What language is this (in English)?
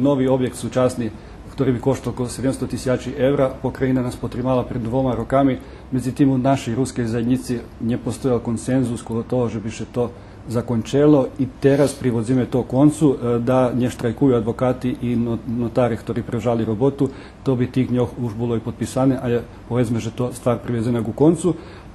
Rusyn